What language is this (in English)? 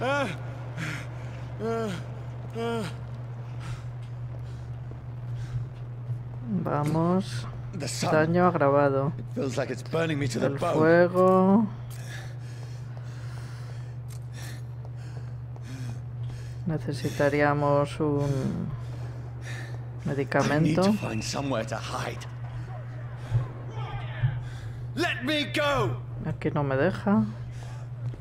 Spanish